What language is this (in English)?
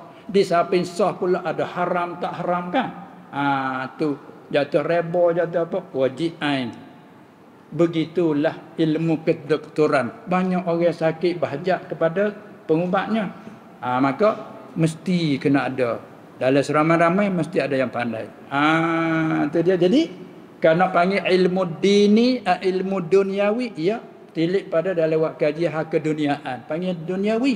Malay